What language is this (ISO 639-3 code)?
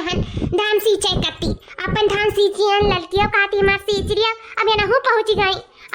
awa